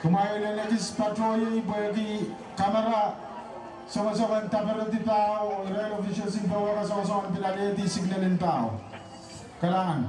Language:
Pohnpeian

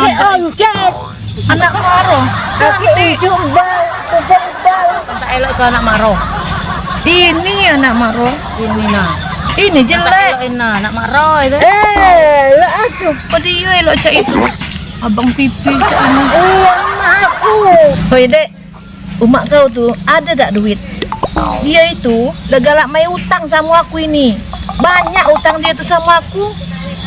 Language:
Musi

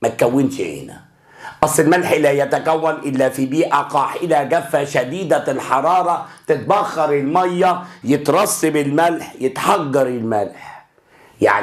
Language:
Egyptian Arabic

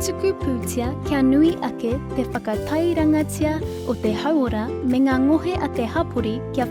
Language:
Māori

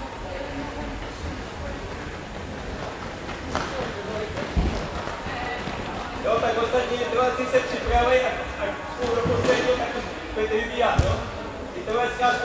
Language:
Czech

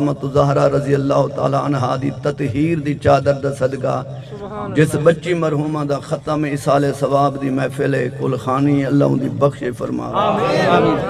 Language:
Saraiki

